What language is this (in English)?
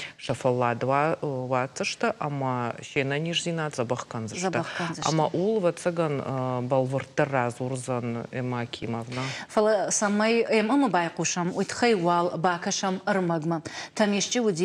Ossetic